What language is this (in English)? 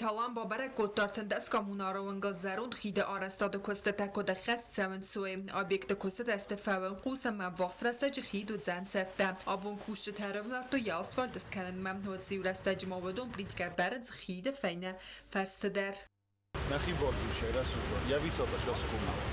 Ossetic